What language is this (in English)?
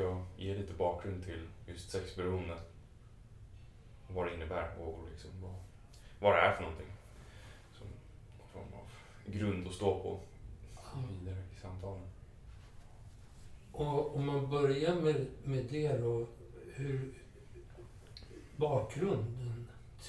Swedish